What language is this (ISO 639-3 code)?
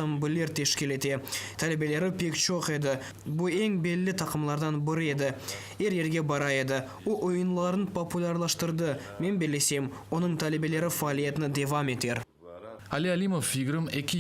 crh